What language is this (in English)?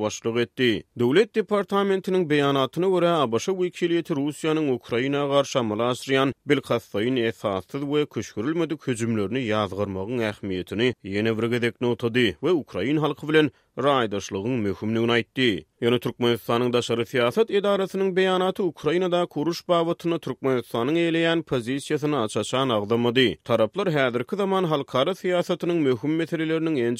Turkmen